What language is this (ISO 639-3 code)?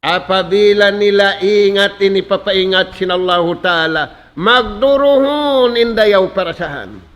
tsg